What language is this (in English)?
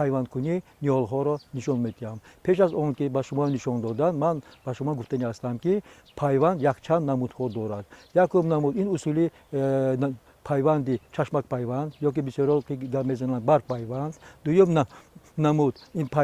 Tajik